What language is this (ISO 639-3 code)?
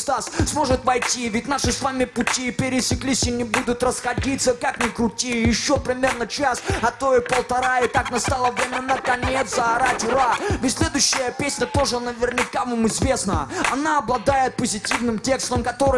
rus